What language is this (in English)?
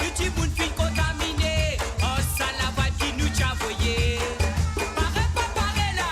Morisyen